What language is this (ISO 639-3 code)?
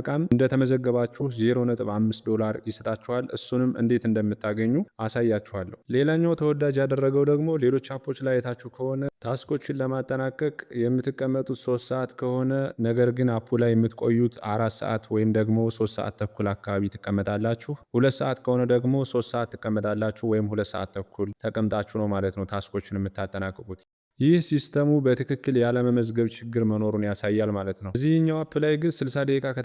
amh